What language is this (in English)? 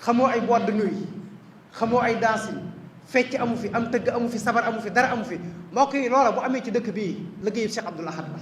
Wolof